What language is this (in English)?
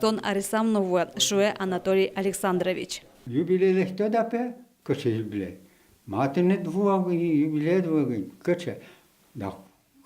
Udmurt